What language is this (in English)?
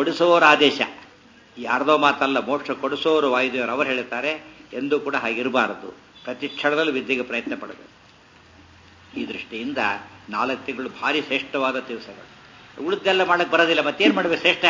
Kannada